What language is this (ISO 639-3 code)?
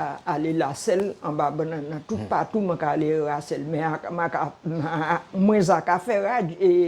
gcf